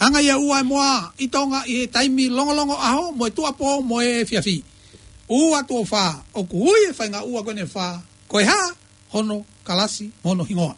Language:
Tongan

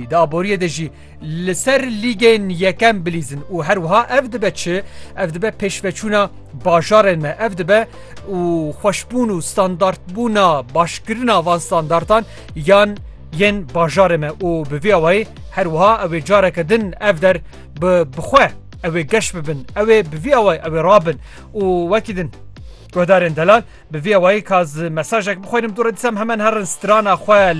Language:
Kurdish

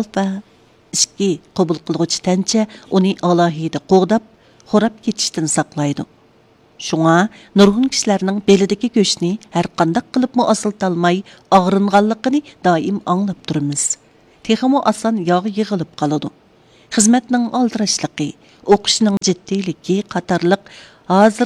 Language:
Uyghur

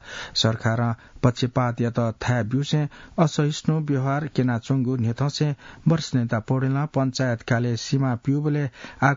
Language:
Newari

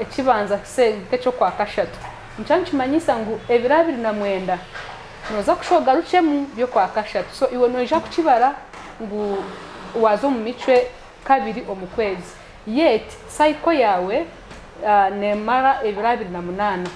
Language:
Nyankole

